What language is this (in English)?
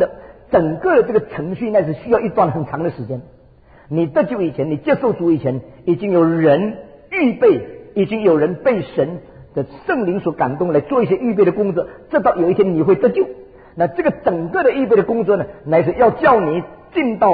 Chinese